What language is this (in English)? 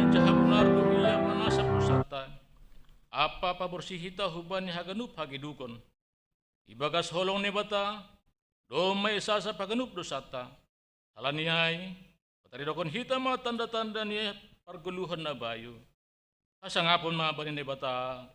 Batak Simalungun